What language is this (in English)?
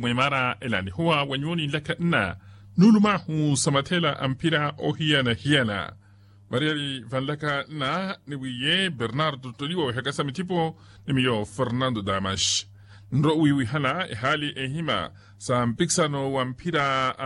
Makhuwa